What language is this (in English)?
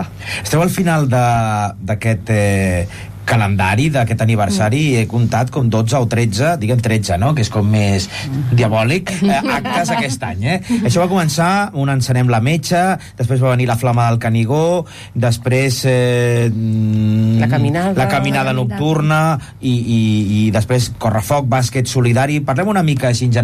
Catalan